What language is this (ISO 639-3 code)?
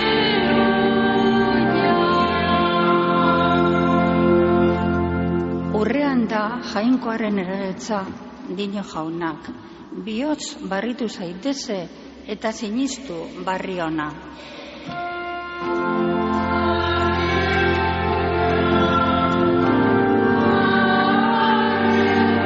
eus